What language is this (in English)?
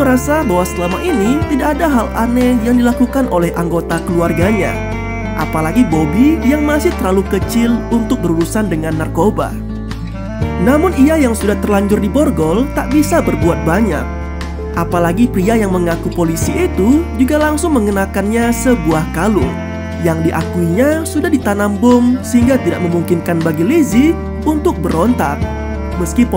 Indonesian